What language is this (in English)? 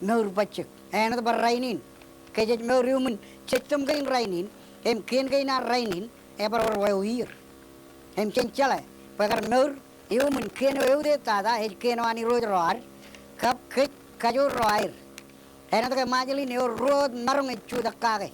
Marshallese